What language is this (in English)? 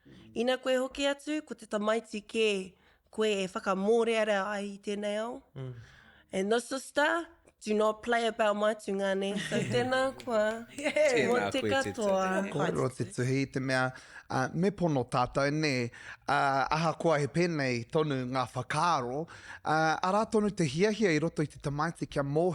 Māori